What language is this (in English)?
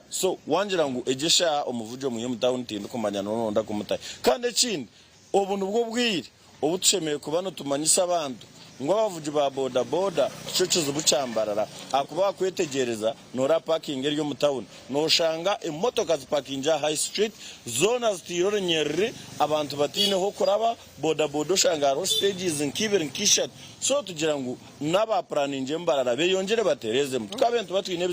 Nyankole